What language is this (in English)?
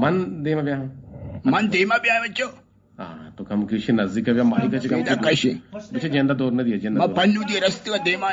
Eastern Balochi